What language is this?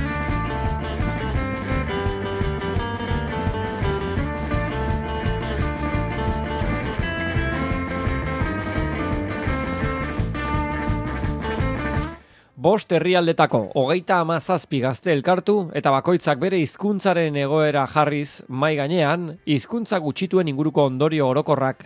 Basque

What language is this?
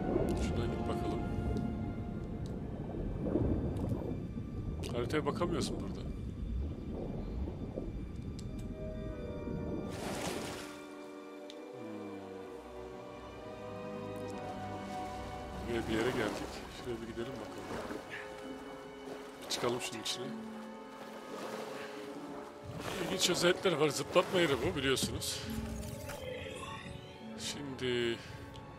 Turkish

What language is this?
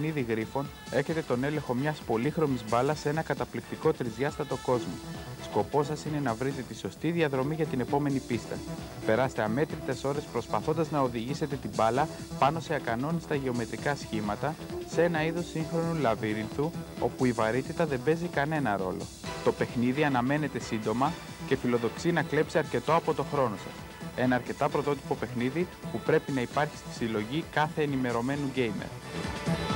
Greek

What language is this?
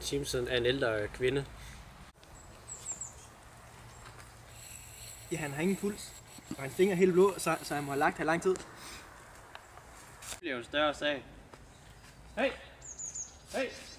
Danish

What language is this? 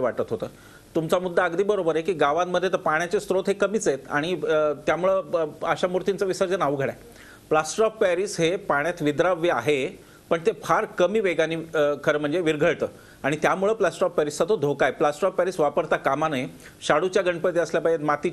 Marathi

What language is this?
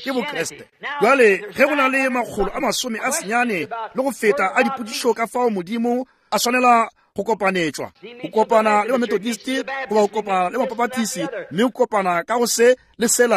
Northern Sotho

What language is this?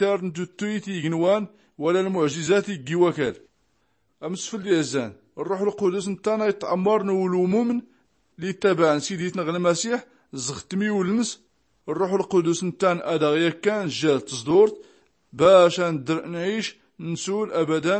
Tachelhit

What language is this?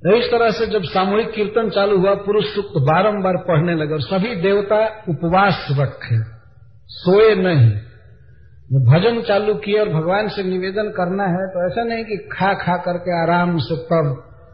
Hindi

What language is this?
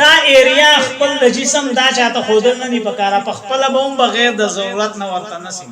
Pashto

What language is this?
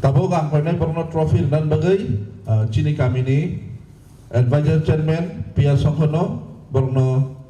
Kok Borok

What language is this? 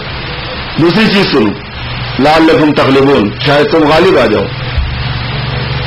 Urdu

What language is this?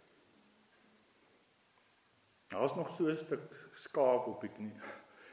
Afrikaans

